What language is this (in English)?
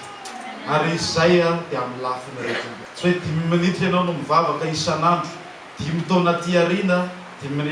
Malagasy